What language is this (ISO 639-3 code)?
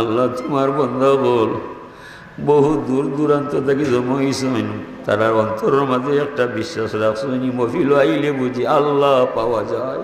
syl